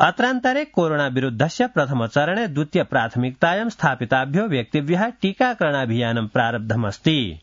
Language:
Sanskrit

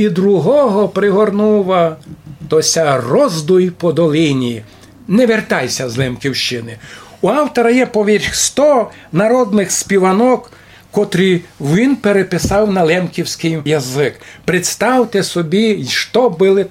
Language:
Rusyn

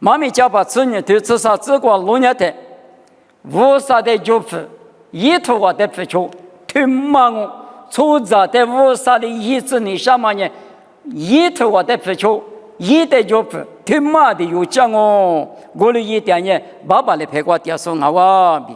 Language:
Lisu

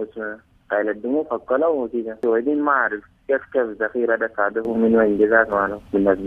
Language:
Sudanese Arabic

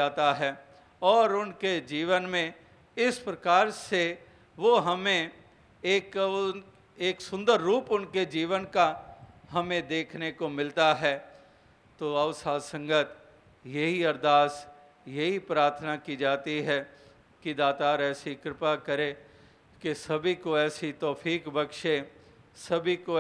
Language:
Hindi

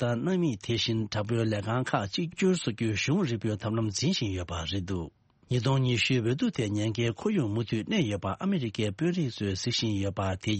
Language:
Tibetan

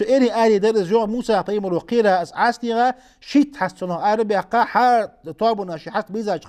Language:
Ingush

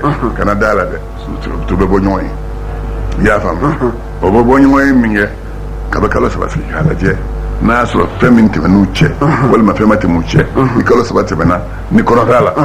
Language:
Bambara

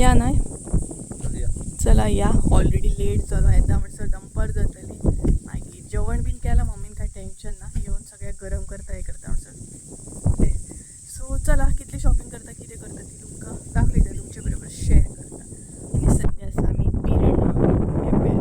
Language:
Konkani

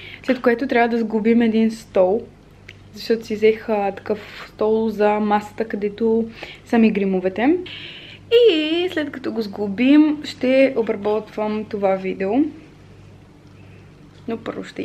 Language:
Bulgarian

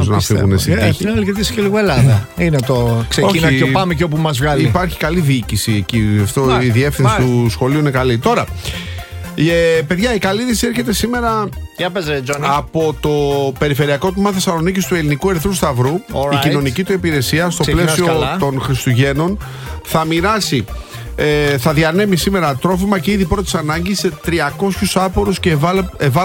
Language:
Greek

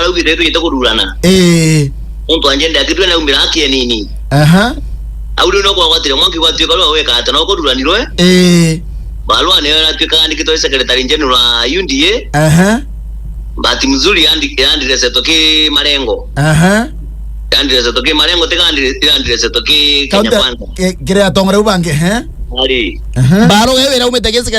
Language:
Meru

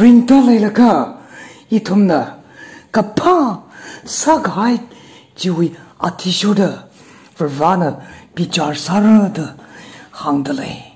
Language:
Tangkhul Naga (India)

